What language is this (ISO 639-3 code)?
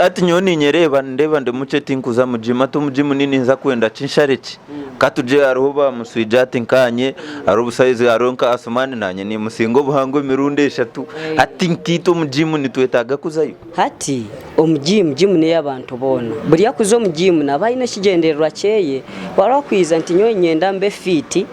nyn